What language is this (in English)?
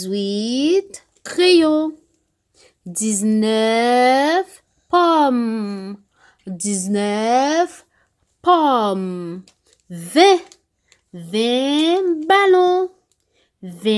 Haitian Creole